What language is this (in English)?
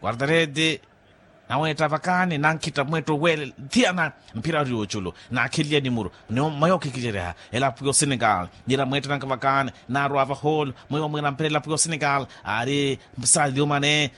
Makhuwa